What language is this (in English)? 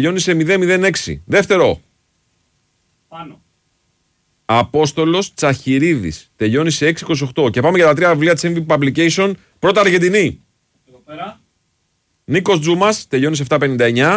Greek